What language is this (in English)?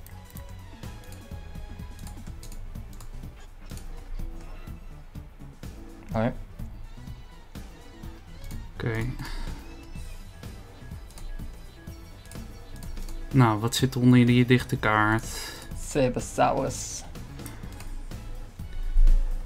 Dutch